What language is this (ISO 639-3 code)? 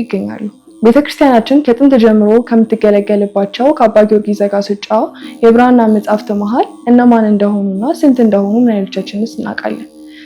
amh